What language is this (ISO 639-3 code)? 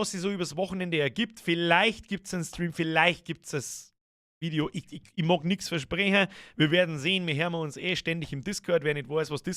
bar